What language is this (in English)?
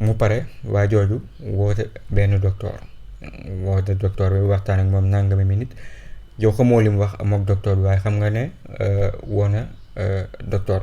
Wolof